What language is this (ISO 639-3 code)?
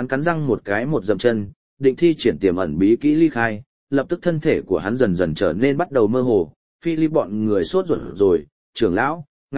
vie